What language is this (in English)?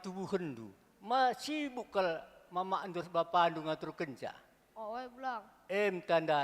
Batak Karo